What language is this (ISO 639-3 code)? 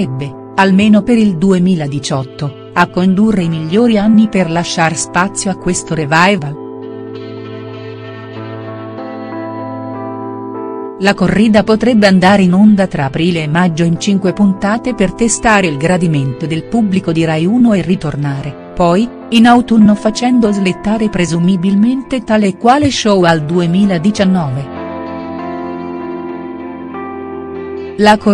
ita